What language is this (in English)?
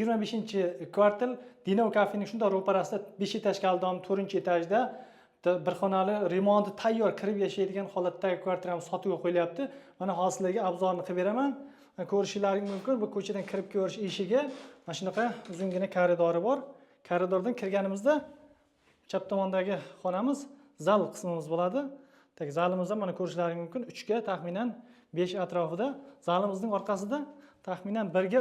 Uzbek